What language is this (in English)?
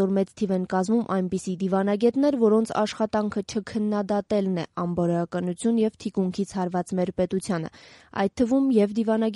Armenian